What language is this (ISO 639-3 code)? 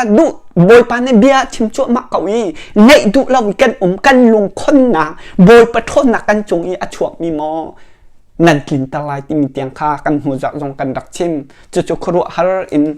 cnh